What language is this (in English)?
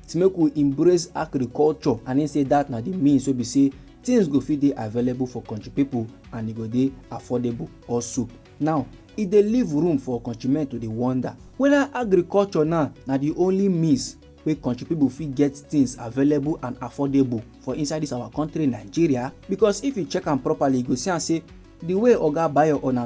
Nigerian Pidgin